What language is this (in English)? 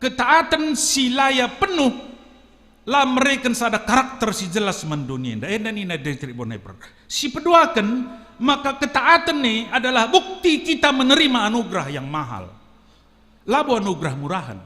Batak Karo